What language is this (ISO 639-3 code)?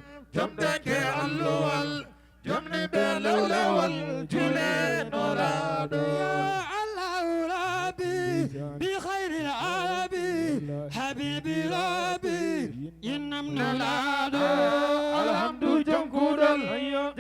ful